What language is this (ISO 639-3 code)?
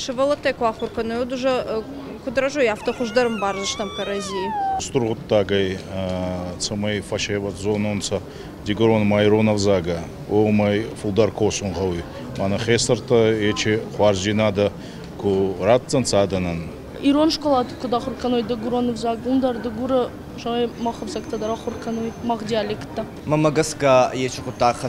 oss